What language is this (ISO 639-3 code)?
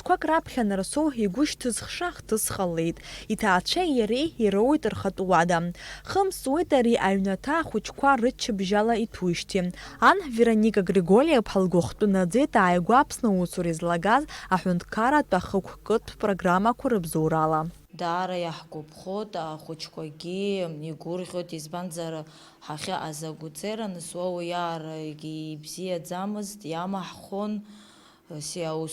abk